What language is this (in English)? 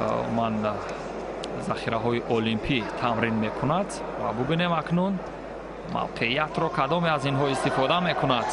Tajik